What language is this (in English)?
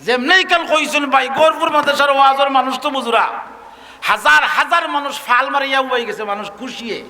Sylheti